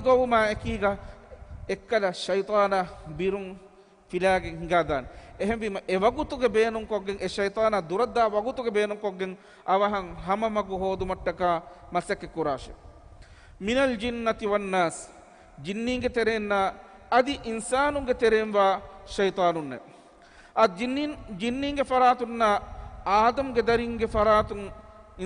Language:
Divehi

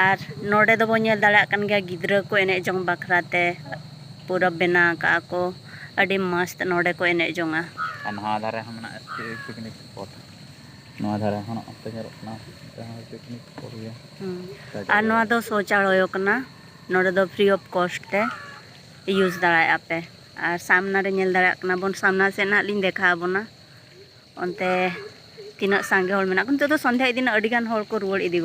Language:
Santali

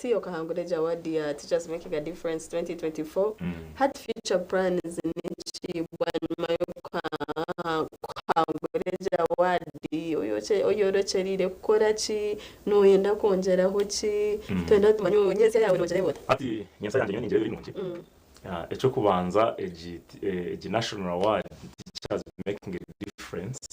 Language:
Nyankole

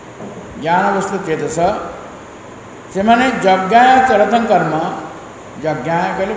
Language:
Odia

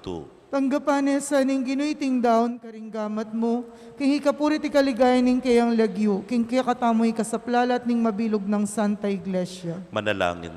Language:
Pampanga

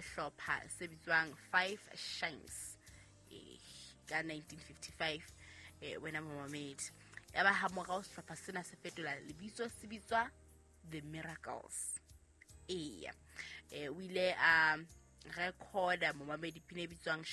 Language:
Southern Sotho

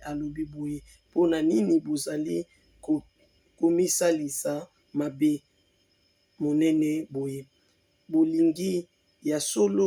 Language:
Lingala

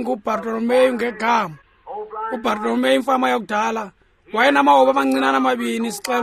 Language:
Xhosa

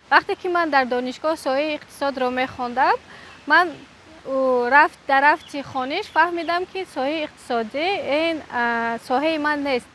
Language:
Tajik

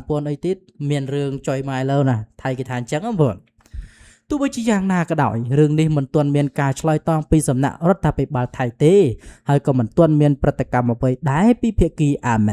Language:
Khmer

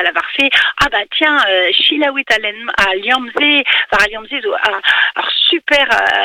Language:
Breton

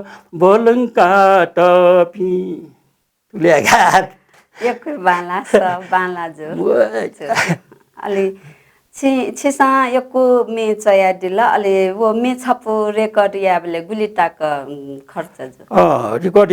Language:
Newari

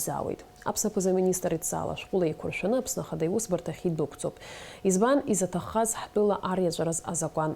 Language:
Abkhazian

